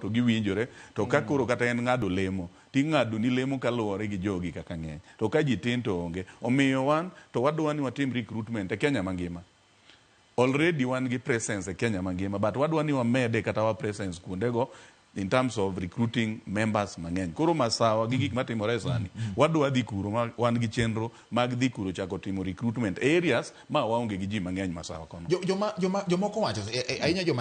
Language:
Luo (Kenya and Tanzania)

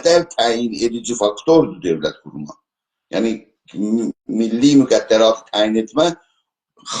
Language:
South Azerbaijani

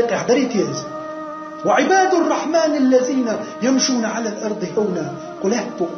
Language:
Chechen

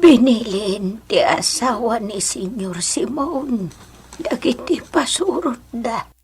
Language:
Iloko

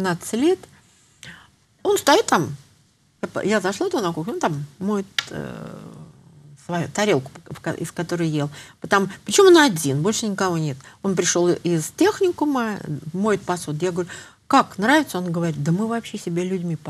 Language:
Russian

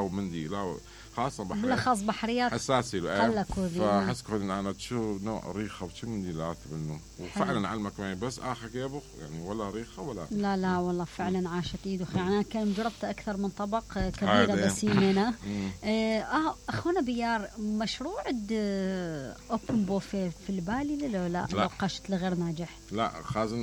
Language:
Mesopotamian Arabic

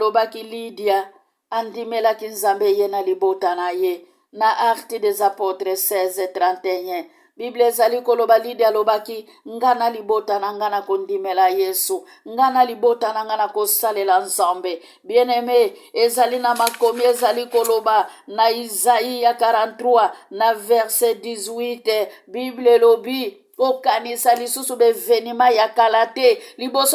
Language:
Lingala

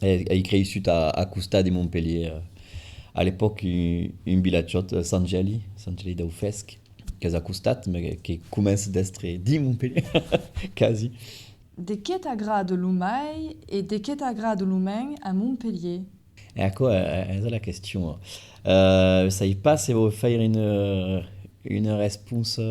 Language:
Occitan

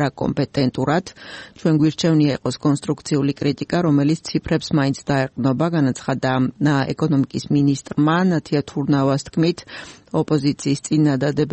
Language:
Georgian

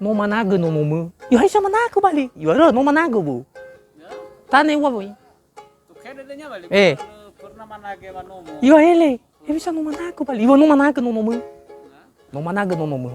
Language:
Nias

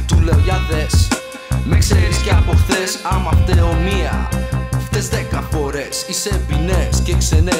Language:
Greek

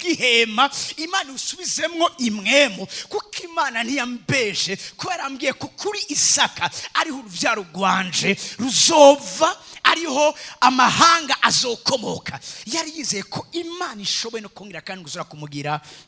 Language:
Rundi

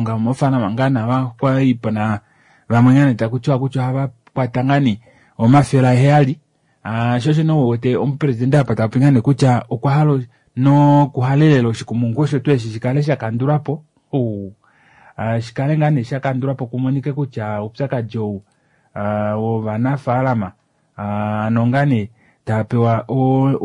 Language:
Kuanyama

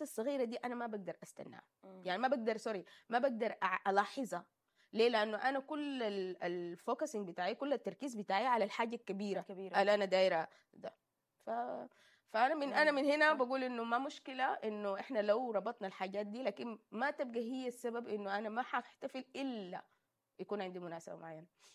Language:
Sudanese Arabic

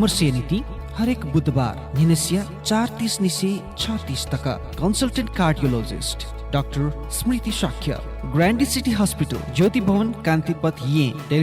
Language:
Newari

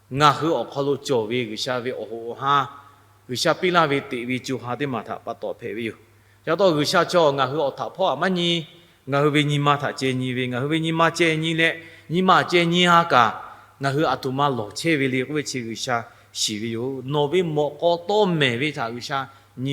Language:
Lahu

